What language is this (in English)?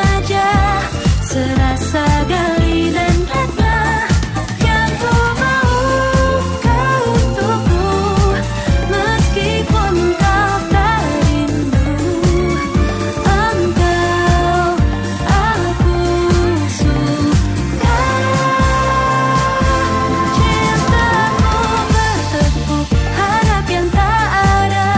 Indonesian